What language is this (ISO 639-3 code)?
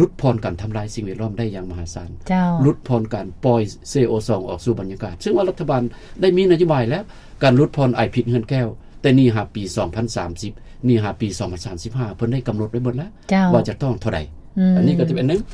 lao